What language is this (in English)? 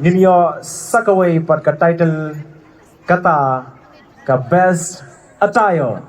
Khasi